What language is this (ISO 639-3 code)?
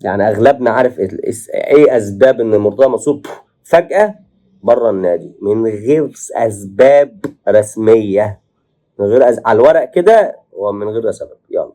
arz